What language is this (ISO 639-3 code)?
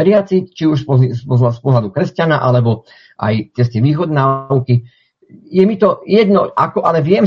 slk